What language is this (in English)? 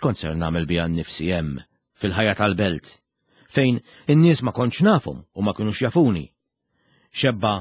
Maltese